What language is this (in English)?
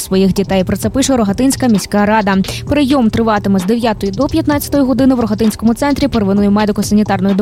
Ukrainian